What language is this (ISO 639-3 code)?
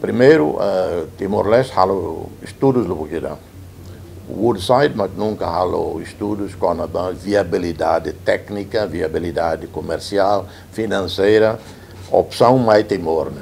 tet